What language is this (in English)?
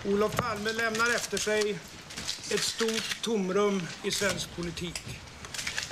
Swedish